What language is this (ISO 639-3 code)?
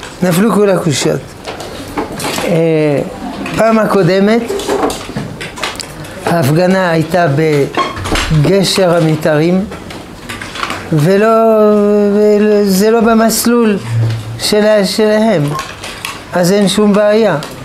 heb